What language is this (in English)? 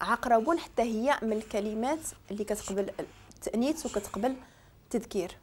Moroccan Arabic